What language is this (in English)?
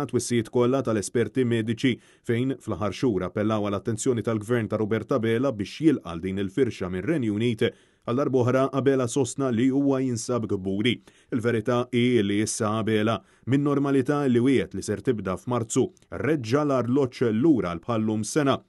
Maltese